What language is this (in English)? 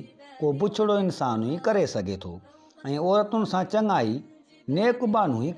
Sindhi